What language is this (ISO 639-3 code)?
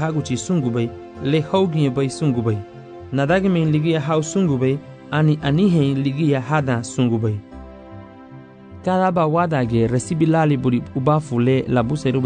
cab